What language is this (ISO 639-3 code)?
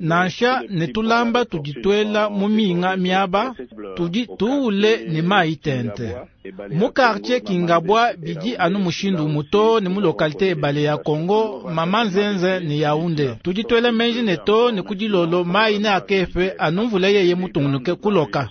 lua